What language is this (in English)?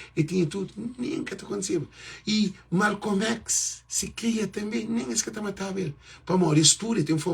Kabuverdianu